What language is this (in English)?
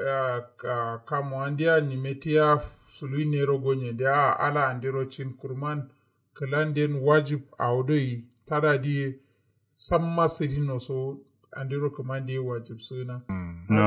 Kanuri